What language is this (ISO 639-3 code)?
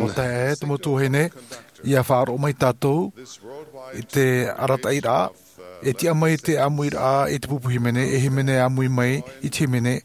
tah